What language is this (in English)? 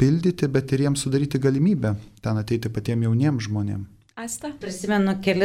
Lithuanian